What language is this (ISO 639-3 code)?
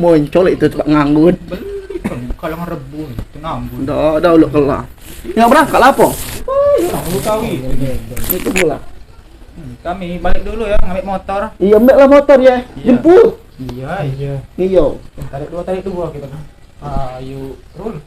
mui